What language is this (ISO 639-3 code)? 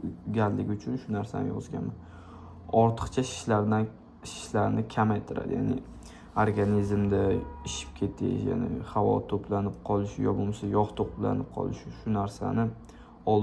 uzb